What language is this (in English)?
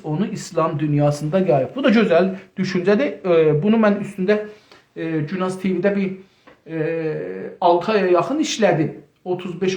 South Azerbaijani